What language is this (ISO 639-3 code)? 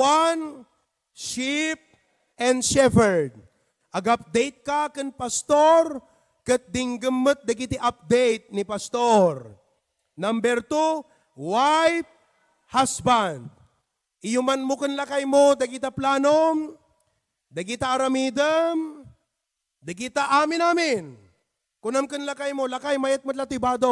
ilo